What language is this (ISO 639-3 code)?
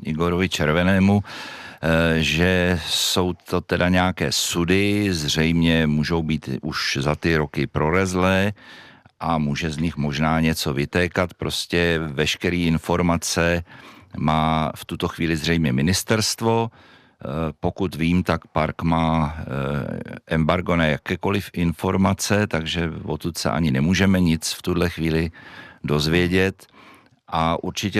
ces